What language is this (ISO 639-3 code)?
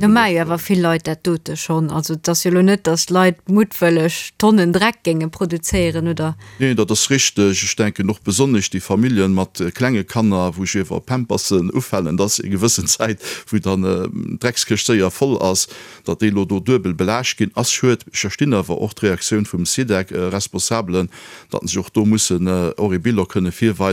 ltz